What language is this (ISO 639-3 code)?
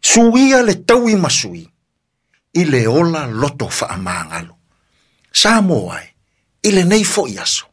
smo